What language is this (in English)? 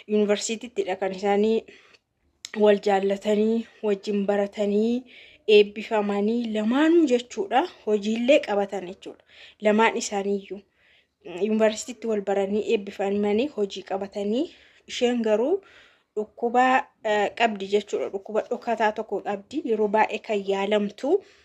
Oromo